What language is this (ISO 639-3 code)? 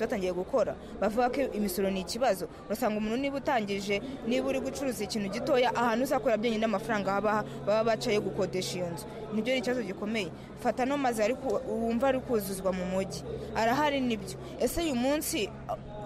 kin